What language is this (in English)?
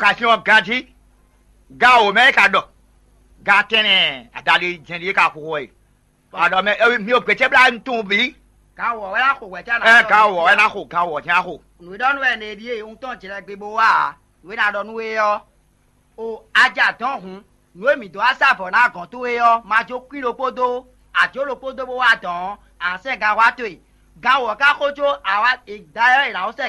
Fon